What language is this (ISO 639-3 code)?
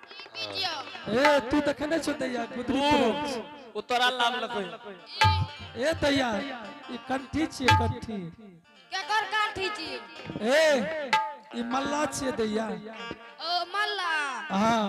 anp